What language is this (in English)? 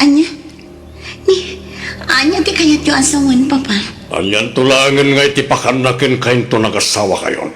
Iloko